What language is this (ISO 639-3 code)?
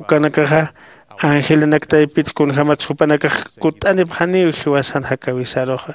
aym